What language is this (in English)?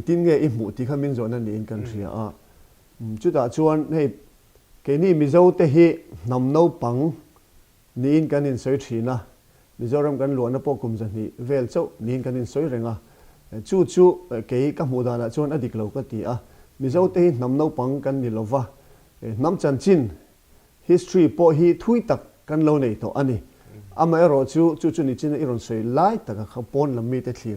Mizo